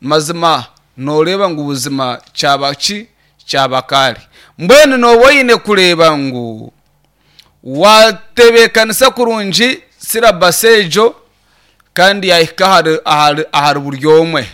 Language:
Nyankole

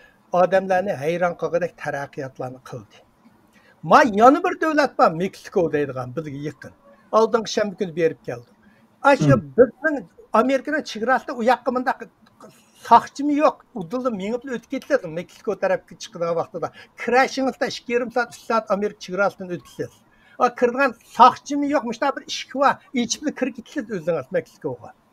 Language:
Uyghur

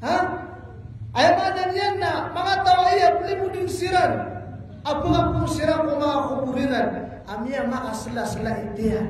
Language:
Maranao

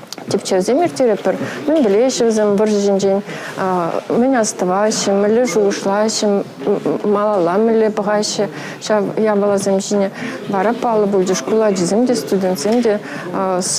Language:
Chuvash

